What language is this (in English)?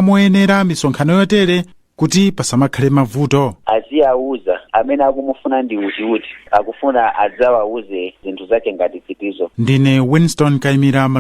Nyanja